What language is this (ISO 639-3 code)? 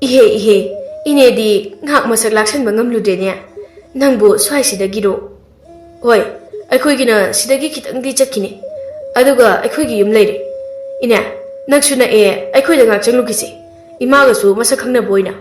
mni